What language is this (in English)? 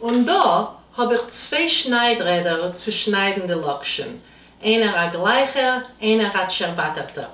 Yiddish